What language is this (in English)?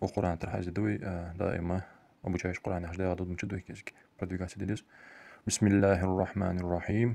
Ingush